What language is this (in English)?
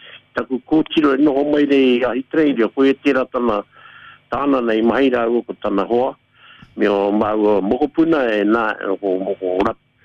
Māori